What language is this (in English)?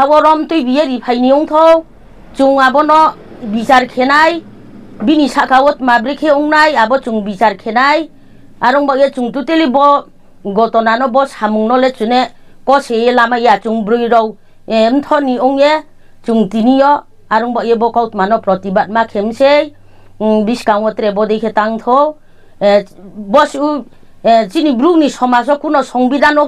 Riang (India)